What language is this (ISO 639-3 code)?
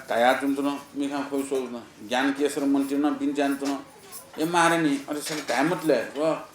new